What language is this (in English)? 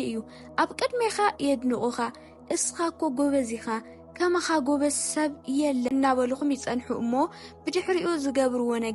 Tigrinya